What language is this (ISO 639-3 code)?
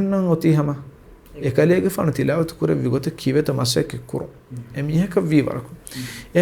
div